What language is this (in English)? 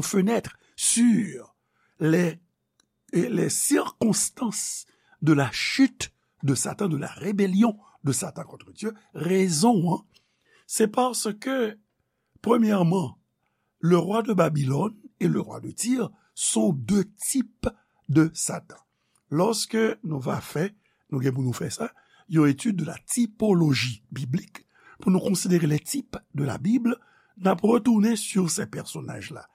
Haitian Creole